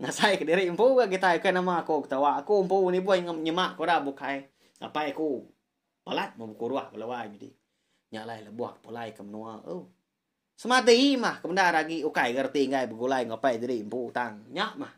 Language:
Iban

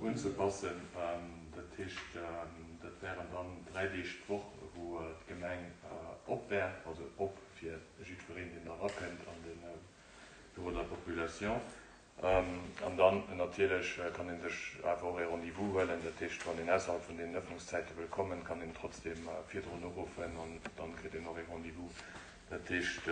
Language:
Luxembourgish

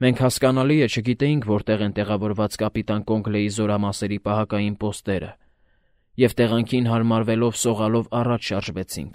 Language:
Armenian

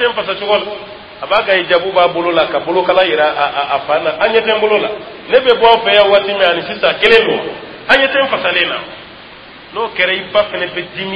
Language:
Dyula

